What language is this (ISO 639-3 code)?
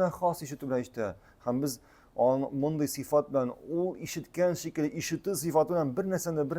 tat